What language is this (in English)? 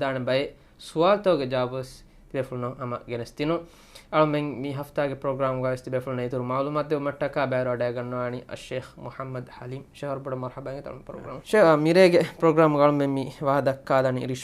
Divehi